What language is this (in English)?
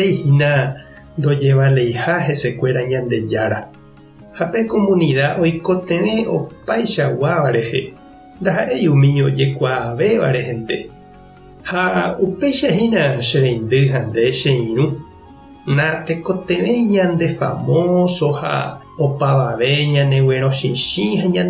Guarani